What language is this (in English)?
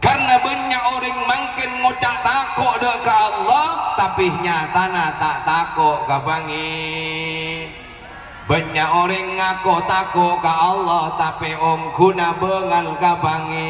Madurese